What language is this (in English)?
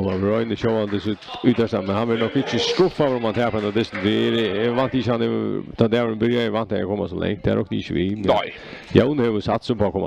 Faroese